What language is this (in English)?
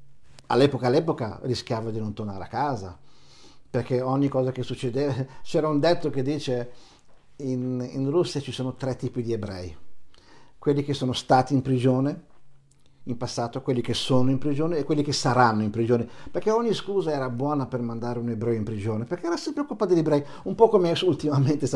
Italian